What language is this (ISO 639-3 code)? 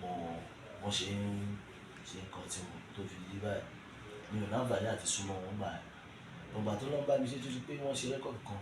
yor